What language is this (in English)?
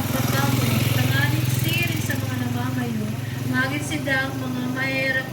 Bikol